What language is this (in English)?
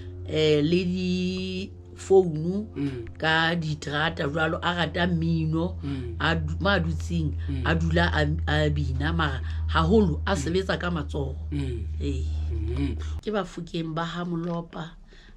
Southern Sotho